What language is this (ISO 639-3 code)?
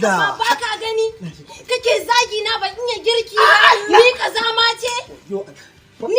hau